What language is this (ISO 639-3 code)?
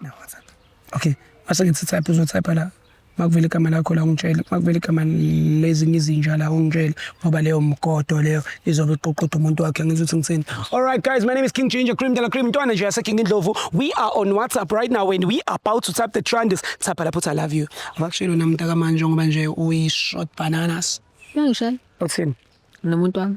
zul